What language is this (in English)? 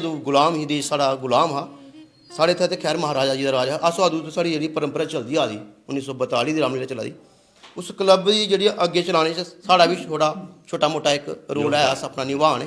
Dogri